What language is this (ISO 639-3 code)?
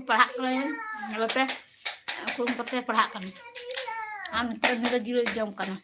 sat